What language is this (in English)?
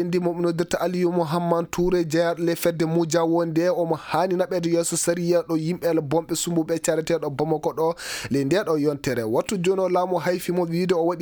Fula